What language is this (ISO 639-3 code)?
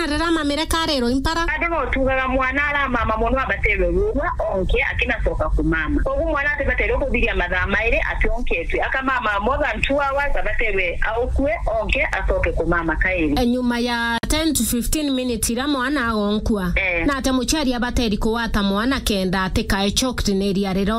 mer